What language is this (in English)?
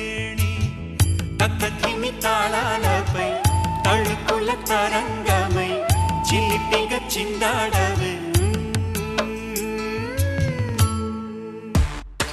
Telugu